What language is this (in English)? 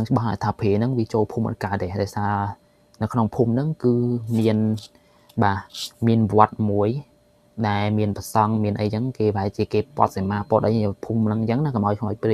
Khmer